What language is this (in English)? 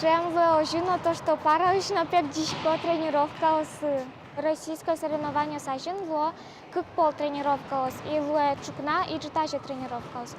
Udmurt